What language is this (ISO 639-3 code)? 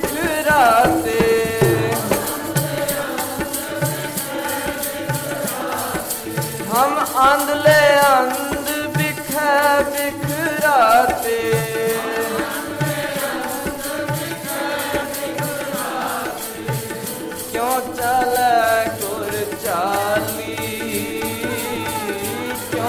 pan